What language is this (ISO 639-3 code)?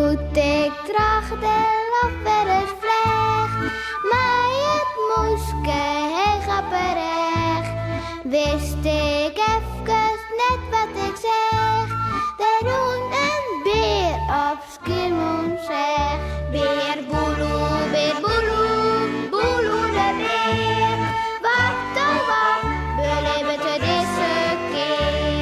fry